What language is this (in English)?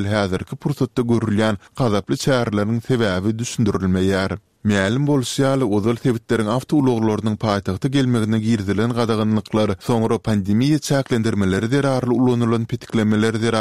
Turkmen